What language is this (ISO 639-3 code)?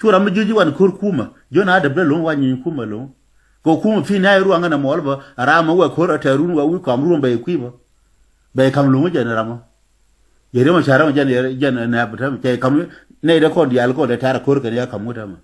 nus